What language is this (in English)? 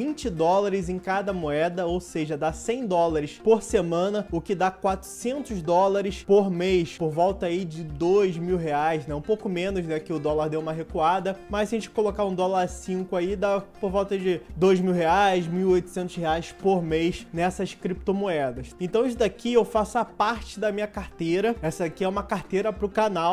Portuguese